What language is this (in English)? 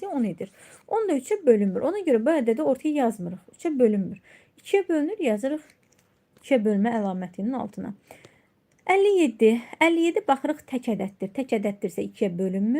Azerbaijani